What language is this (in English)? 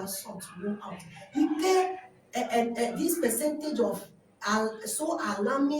Ewe